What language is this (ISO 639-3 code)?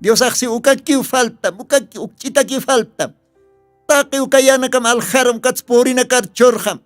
aym